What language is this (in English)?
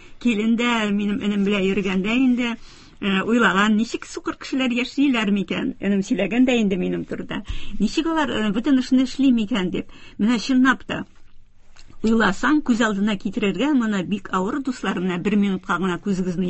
Tatar